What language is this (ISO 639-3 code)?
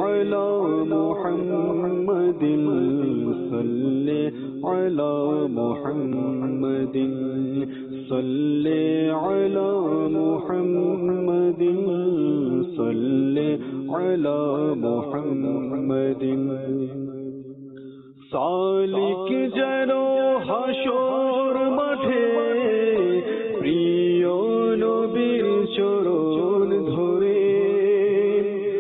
ben